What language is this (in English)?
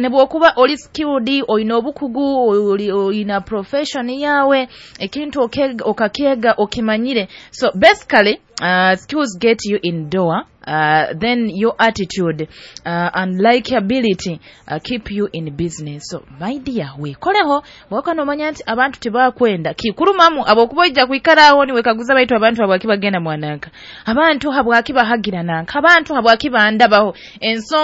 Nyoro